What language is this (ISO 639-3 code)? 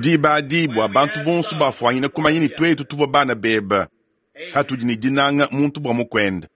lua